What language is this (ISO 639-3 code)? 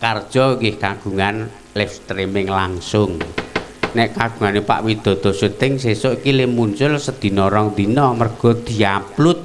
jav